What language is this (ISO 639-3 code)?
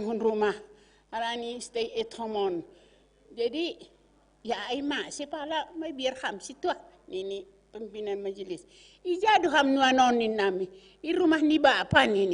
bts